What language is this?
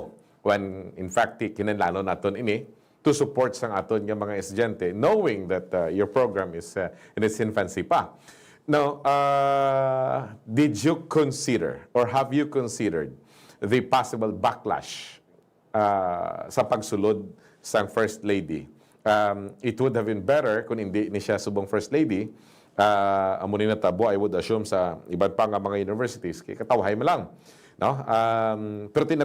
Hiligaynon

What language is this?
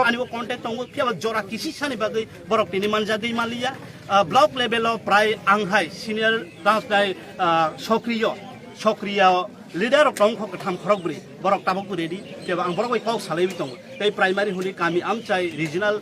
Kok Borok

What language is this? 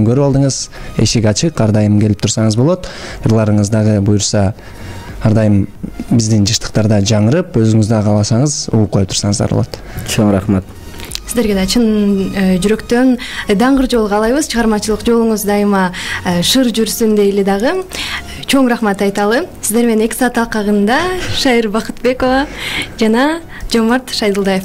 Kyrgyz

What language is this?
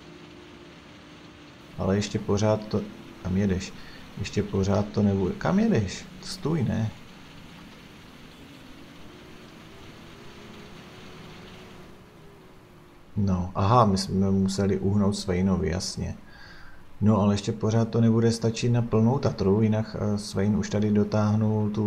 Czech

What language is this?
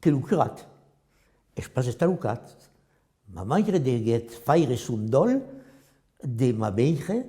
Occitan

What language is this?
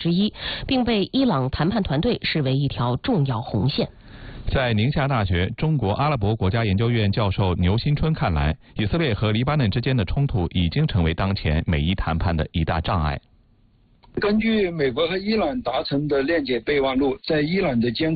Chinese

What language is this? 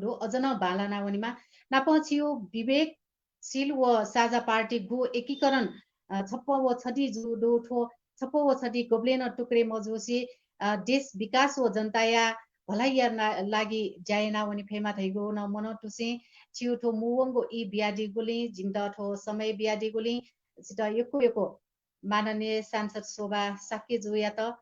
Newari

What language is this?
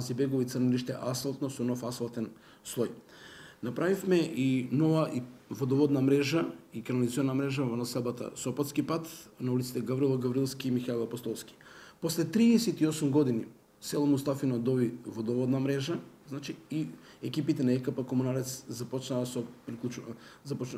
Macedonian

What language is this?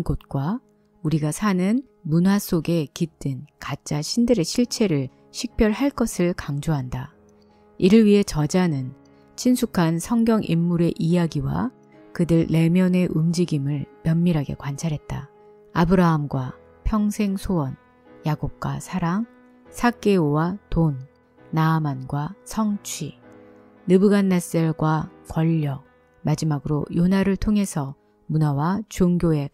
Korean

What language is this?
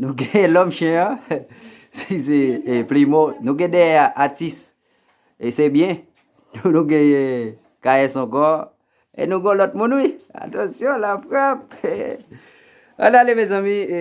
Haitian Creole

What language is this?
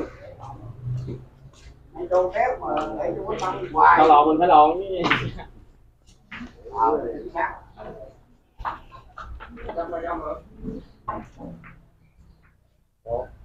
Vietnamese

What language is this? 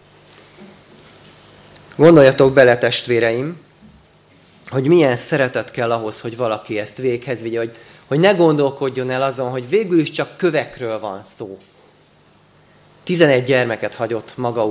Hungarian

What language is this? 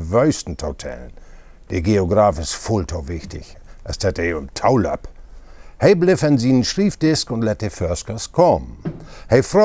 Low German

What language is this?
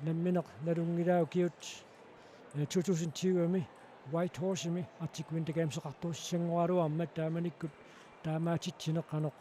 Kalaallisut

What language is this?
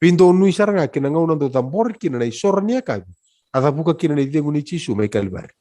Fijian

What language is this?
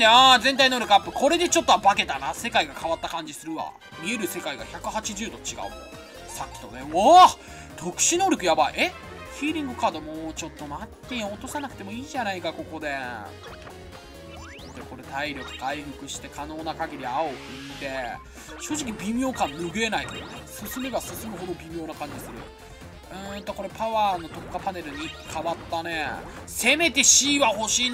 Japanese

